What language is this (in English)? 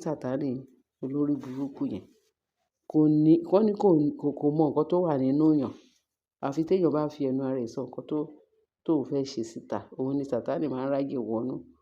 Yoruba